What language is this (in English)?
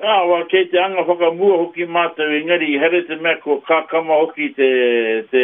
Māori